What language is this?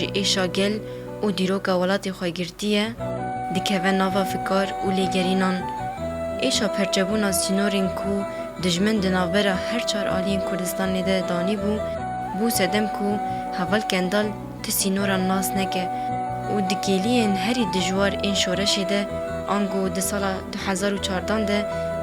Kurdish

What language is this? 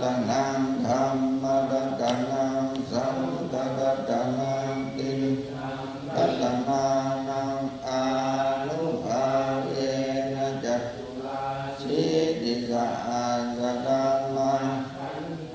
Pali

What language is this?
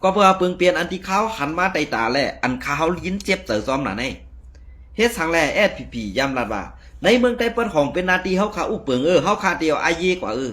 Shan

